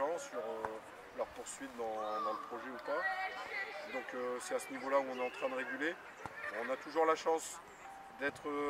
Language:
French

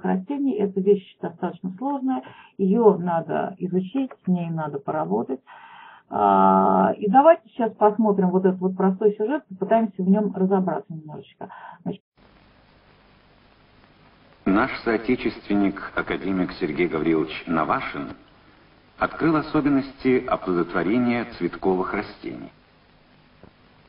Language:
Russian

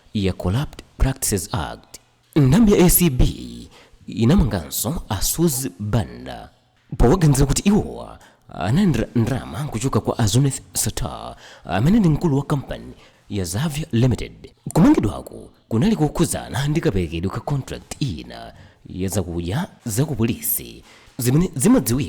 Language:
Nyanja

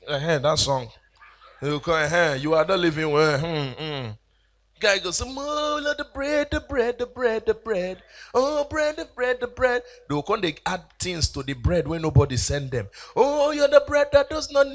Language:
Nigerian Pidgin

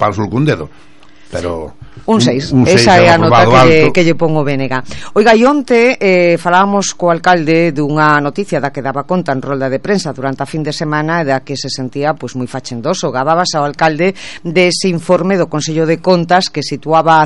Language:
Galician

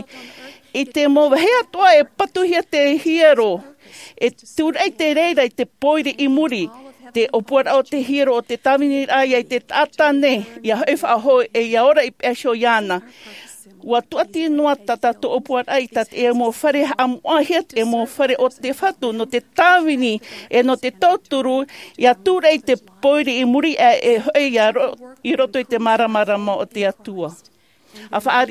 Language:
Tahitian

